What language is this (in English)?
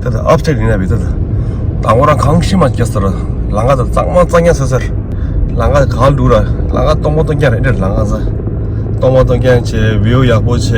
Tibetan